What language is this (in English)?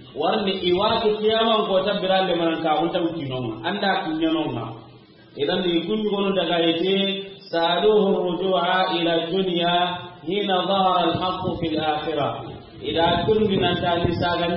Soninke